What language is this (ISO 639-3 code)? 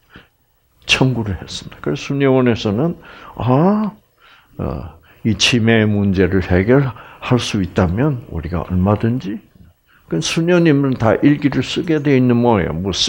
kor